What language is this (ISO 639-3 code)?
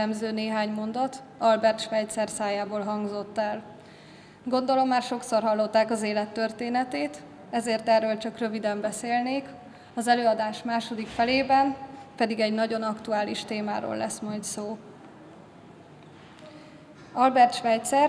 hun